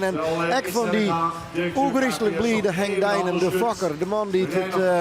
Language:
Western Frisian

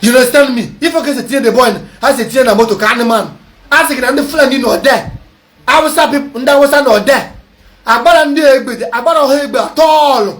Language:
Igbo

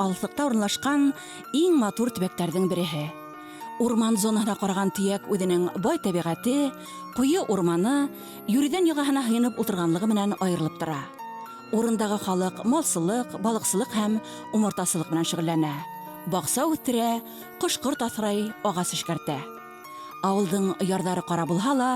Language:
Bashkir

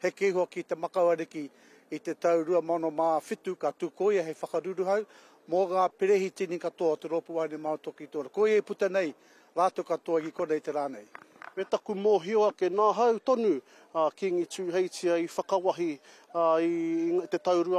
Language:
Māori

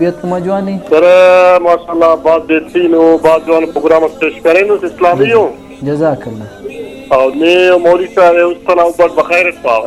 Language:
Brahui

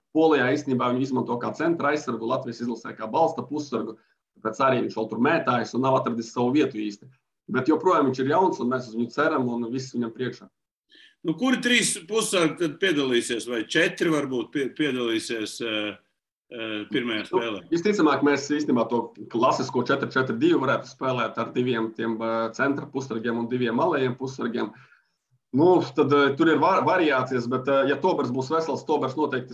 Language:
Latvian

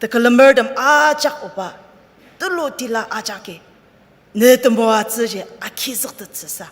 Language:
Ao Naga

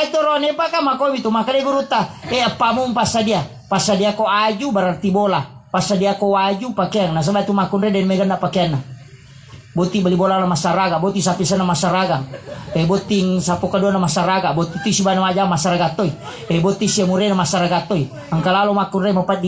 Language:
Buginese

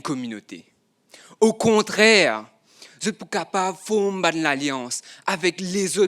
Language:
Morisyen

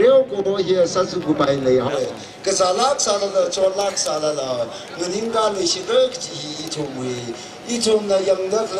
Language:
Tangkhul Naga (India)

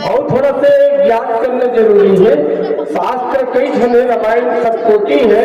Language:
Chhattisgarhi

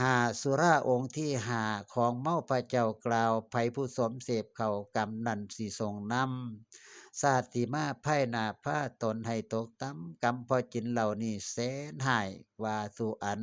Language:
Northeastern Thai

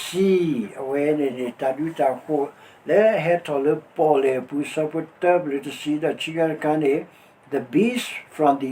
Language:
S'gaw Karen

